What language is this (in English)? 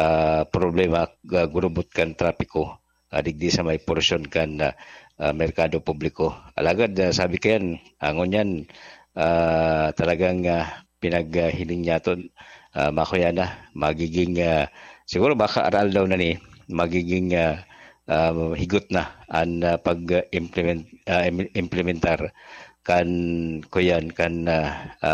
Bikol